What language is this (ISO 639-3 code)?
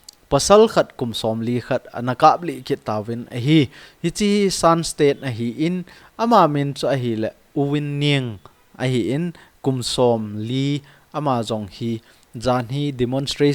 tcz